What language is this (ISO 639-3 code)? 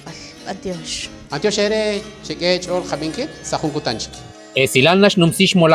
kek